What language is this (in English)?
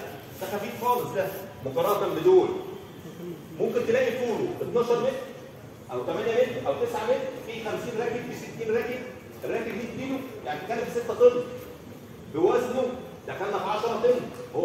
Egyptian Arabic